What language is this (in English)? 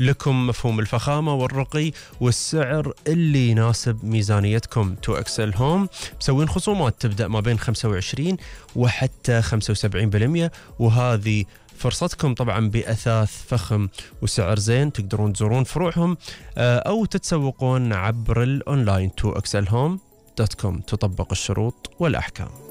Gulf Arabic